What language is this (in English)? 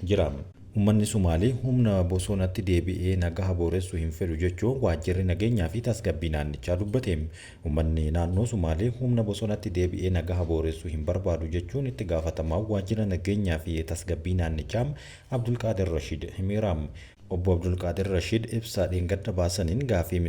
Oromo